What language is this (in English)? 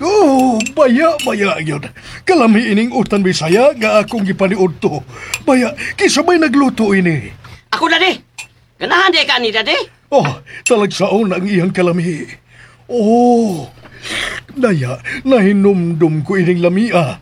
Cebuano